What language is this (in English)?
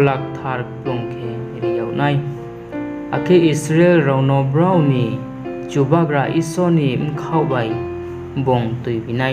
Riang (India)